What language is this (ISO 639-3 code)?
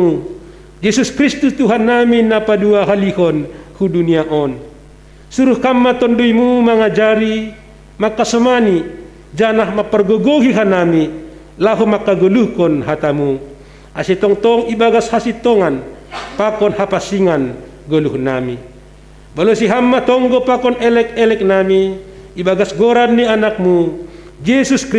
bts